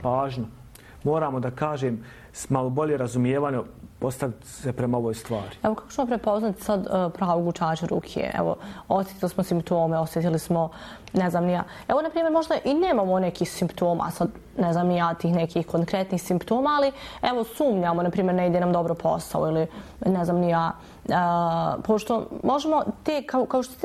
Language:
Bosnian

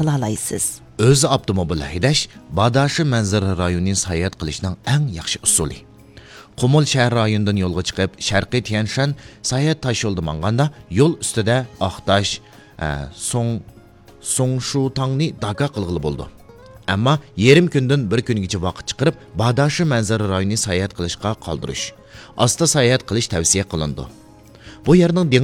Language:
Uyghur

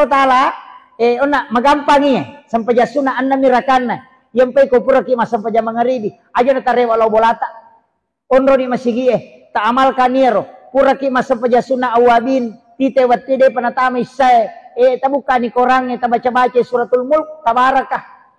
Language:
Buginese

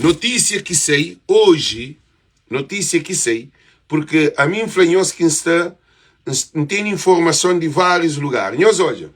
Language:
Kabuverdianu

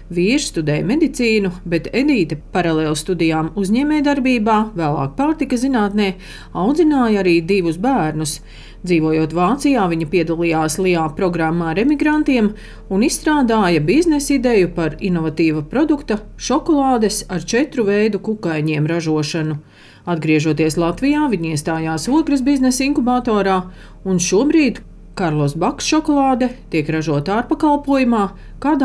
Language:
Latvian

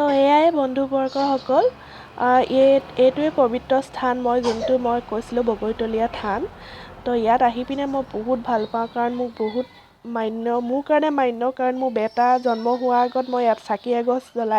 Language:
Assamese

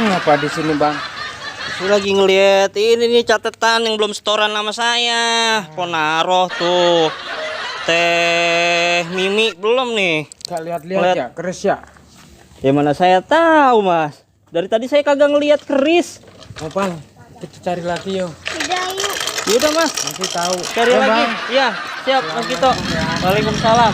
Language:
Betawi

